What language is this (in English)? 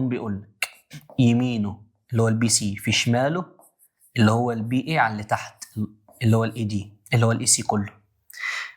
Egyptian Arabic